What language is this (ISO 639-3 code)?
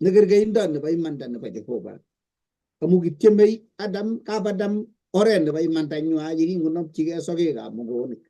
kln